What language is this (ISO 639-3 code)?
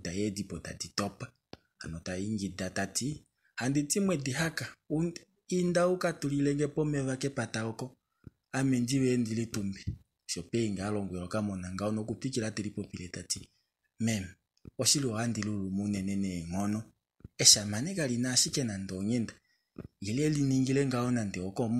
kua